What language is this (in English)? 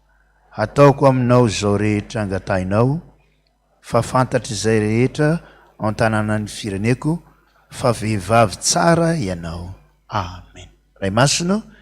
Malagasy